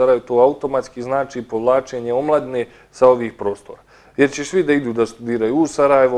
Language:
Bosnian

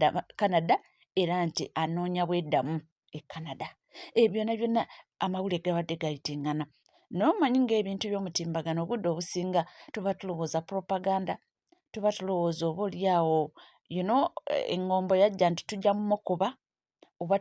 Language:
Ganda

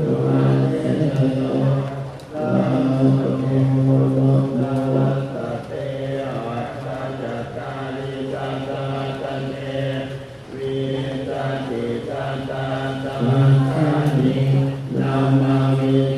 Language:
Pali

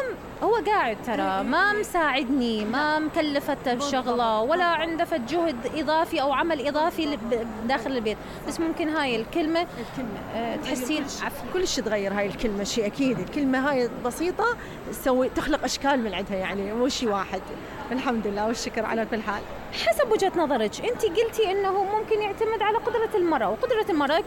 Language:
Mesopotamian Arabic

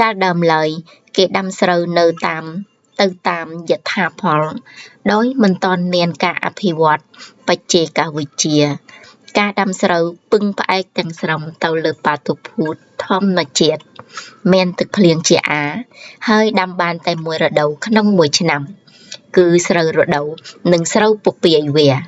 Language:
Khmer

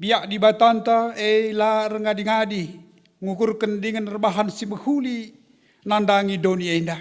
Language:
Batak Karo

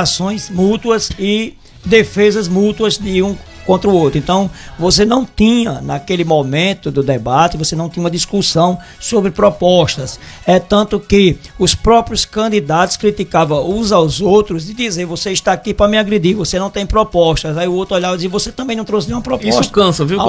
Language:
Portuguese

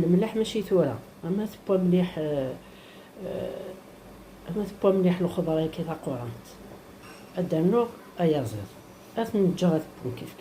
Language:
Kabyle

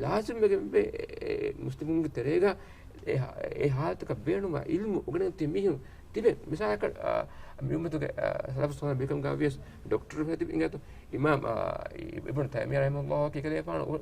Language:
Divehi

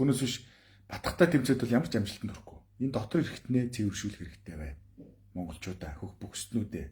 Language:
Mongolian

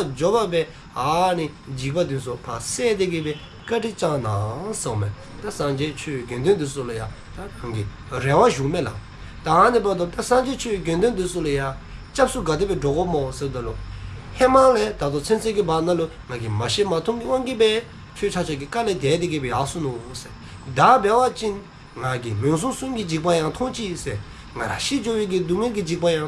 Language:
Dzongkha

